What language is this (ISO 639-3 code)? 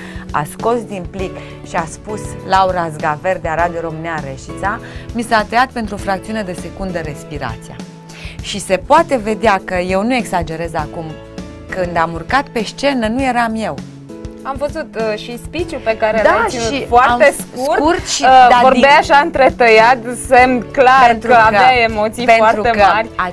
ron